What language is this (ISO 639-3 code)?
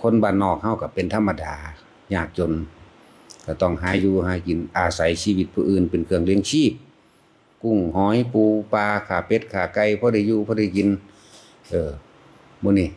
tts